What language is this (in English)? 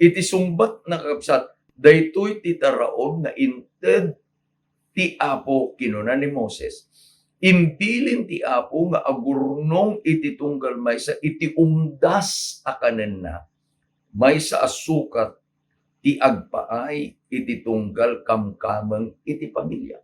Iloko